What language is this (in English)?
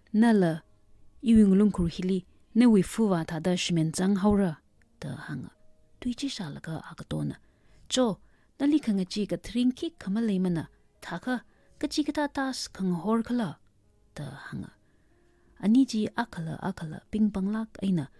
Tangkhul Naga (India)